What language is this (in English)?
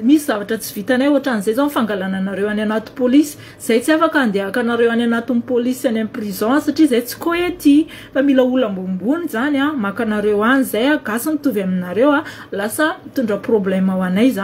Malagasy